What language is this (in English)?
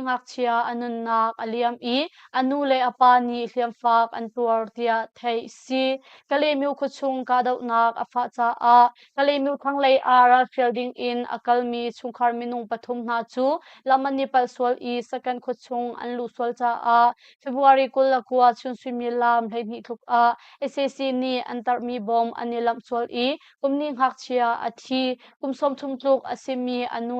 Hakha Chin